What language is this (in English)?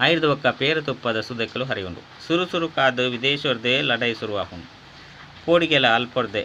Tulu